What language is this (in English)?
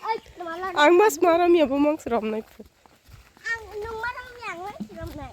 Kok Borok